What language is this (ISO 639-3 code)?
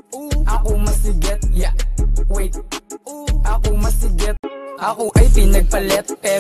fil